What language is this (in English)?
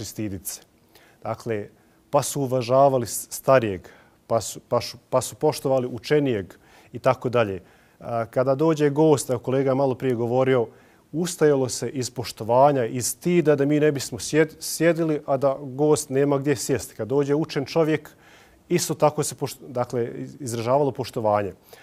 Bosnian